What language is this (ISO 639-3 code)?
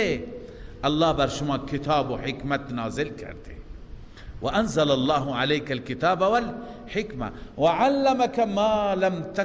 fas